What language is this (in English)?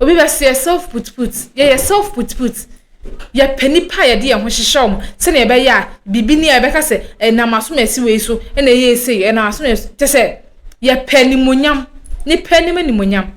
Akan